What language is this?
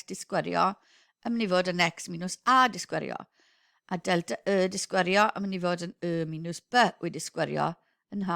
Welsh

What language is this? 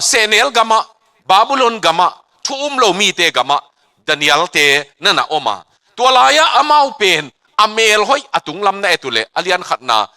Tedim Chin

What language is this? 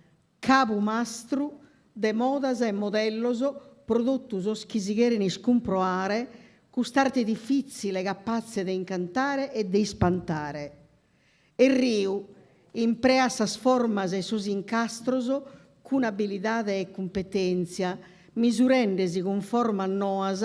Sardinian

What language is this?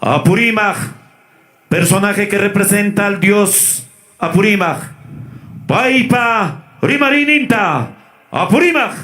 Ayacucho Quechua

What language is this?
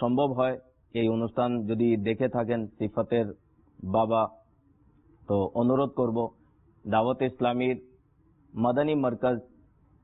Bangla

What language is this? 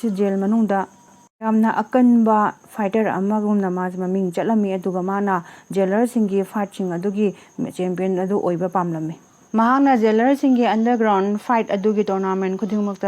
Manipuri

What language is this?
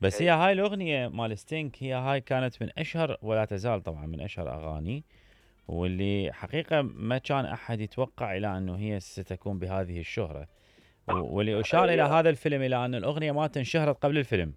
Mesopotamian Arabic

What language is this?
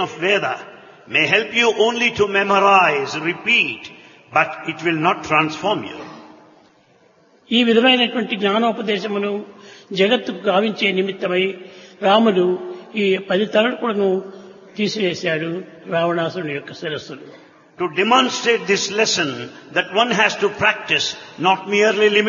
Telugu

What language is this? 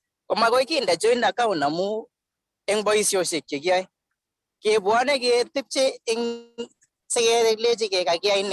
Kalenjin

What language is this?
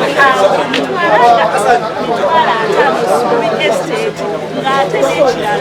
Ganda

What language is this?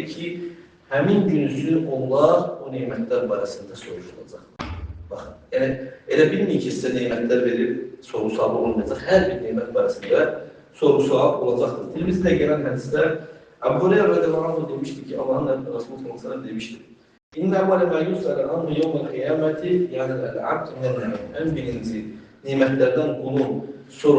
Azerbaijani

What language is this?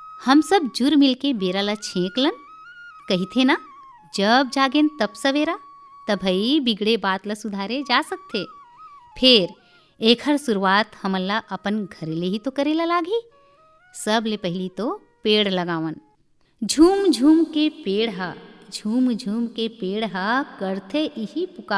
Chhattisgarhi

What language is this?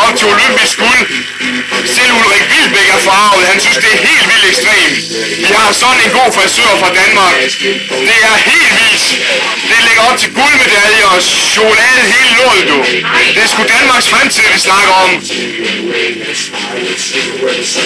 Danish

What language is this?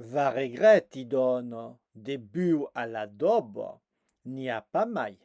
Occitan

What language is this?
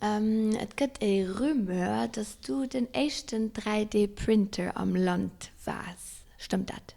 Luxembourgish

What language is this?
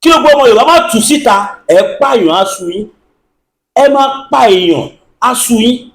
Yoruba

